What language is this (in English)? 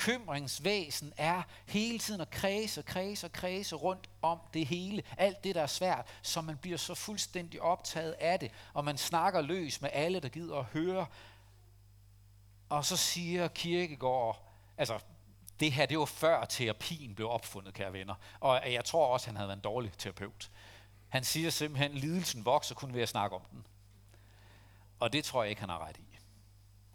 Danish